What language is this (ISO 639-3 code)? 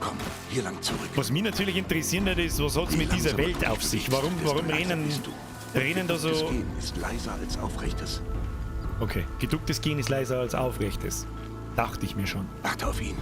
bar